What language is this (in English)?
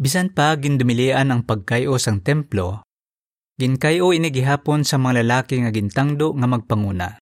Hiligaynon